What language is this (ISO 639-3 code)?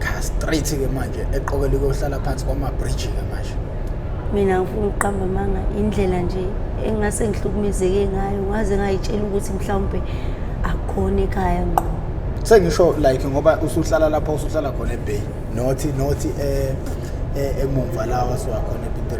zul